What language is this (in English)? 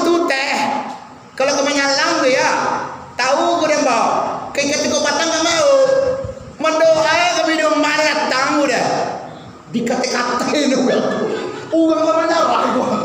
Minangkabau